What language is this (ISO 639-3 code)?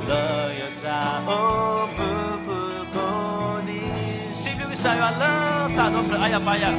ksw